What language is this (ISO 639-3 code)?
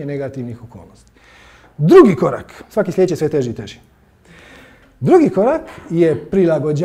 hrv